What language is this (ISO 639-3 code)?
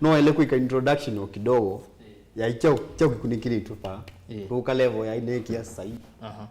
kam